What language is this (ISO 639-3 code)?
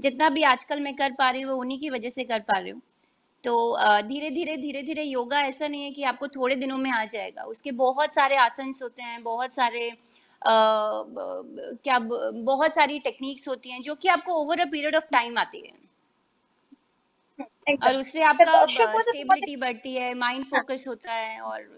hin